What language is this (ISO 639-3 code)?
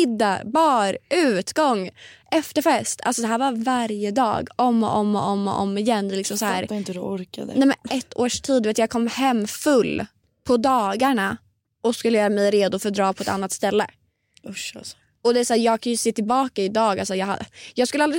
swe